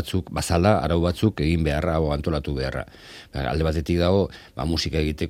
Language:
Basque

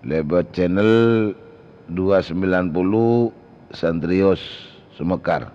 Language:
Madurese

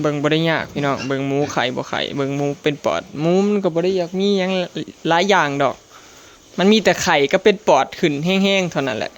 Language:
Northeastern Thai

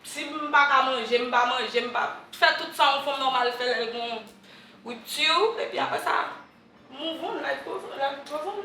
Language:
Haitian Creole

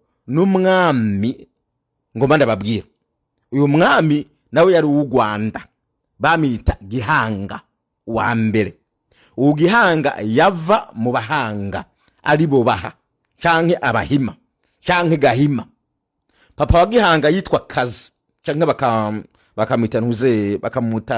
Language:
Rundi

